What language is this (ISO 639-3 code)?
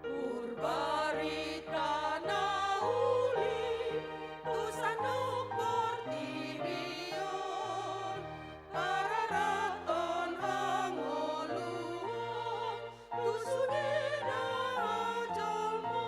bbc